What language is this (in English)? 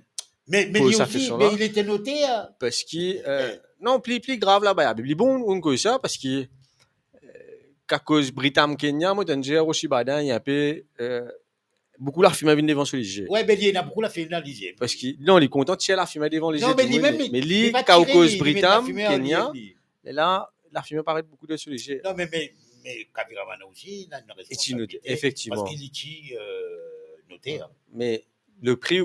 Morisyen